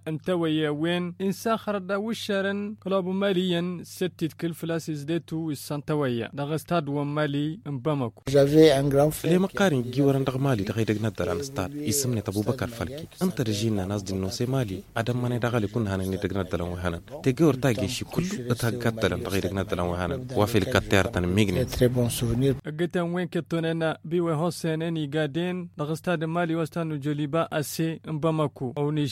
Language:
Hausa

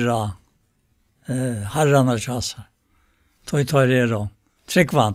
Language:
Faroese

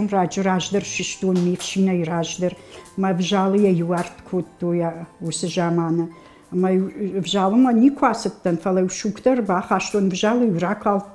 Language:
Ossetic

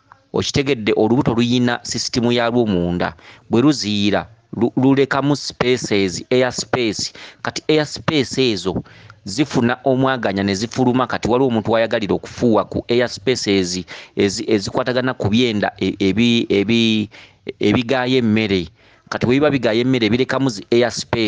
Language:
Ganda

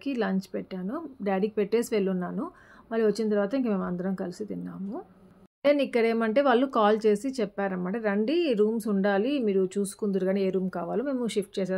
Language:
Telugu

